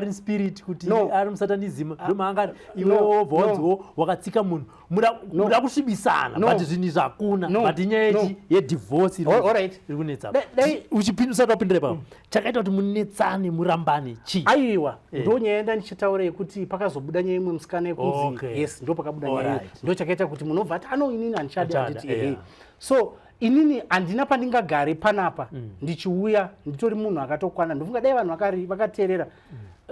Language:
Shona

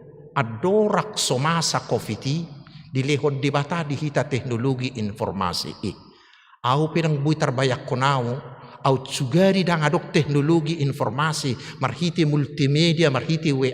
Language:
Batak Toba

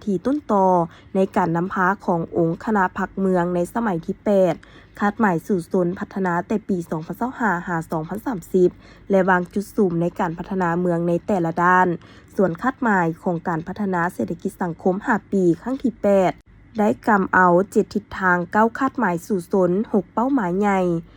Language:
Lao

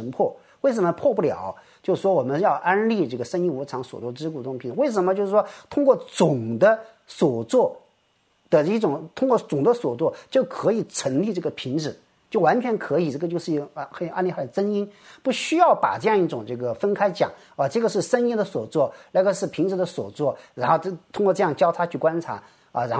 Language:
Chinese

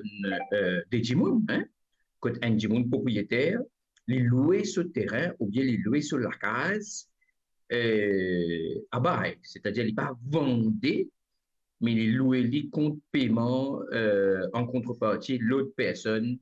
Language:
Morisyen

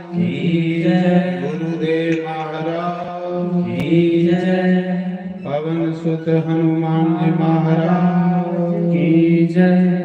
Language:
Dogri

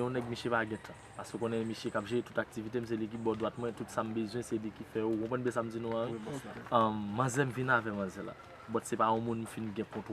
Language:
Haitian Creole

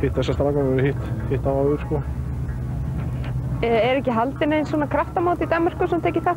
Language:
Icelandic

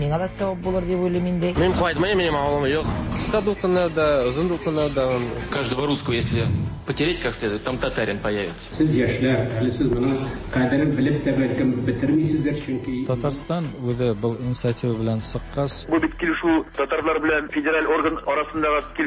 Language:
Tatar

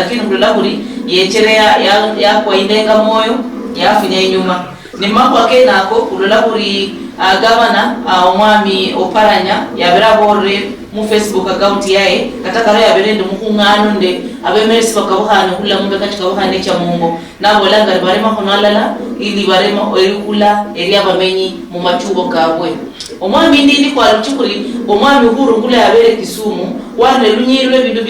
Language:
Luyia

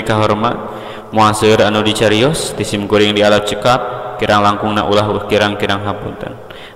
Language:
Sundanese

